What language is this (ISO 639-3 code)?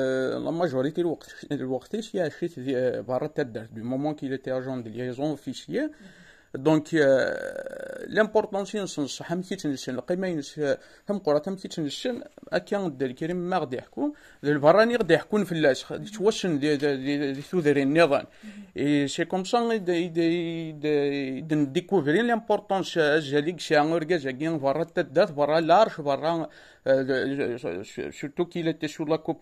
kab